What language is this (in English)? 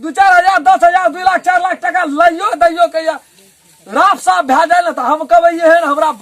Maithili